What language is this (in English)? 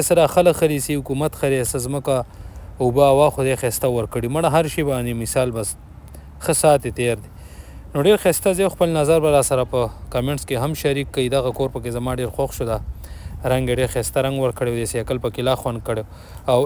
Pashto